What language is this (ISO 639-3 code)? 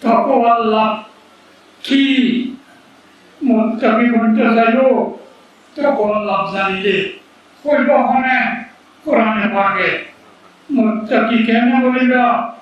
rhg